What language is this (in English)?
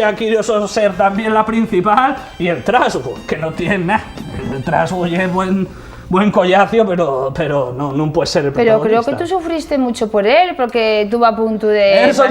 Asturian